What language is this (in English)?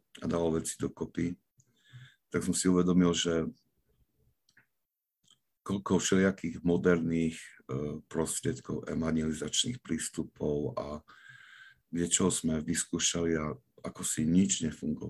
Slovak